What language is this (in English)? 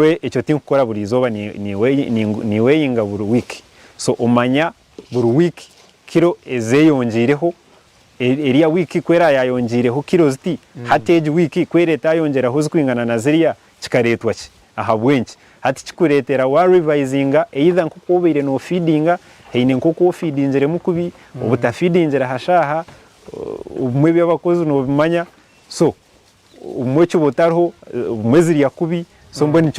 Nyankole